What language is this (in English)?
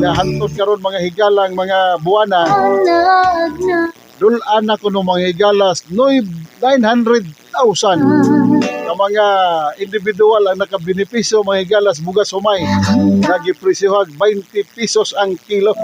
Cebuano